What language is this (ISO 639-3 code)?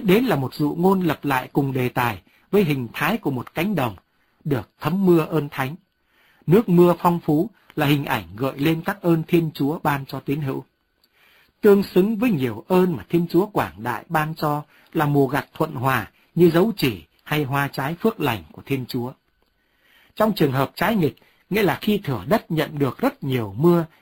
vie